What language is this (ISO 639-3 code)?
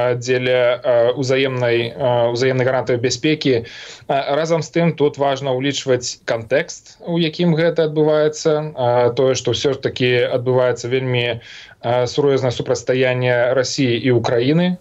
bel